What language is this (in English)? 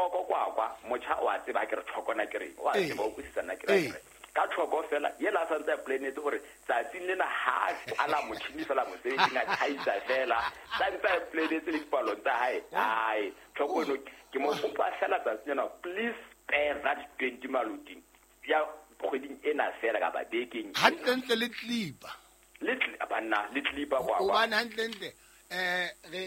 Southern Sotho